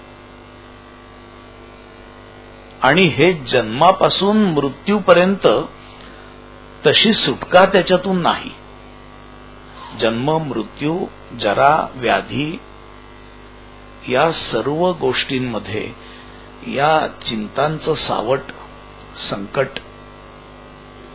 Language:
Marathi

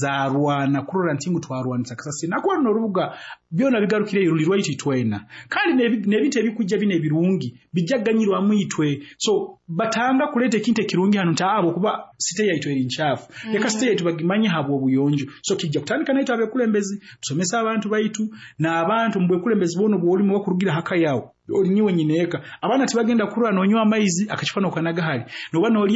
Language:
Nyoro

